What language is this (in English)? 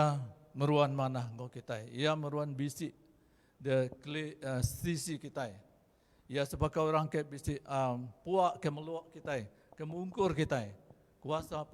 Iban